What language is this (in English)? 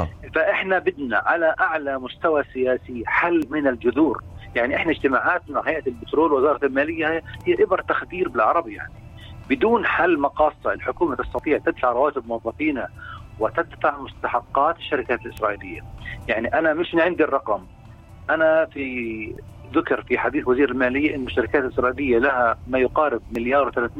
North Levantine Arabic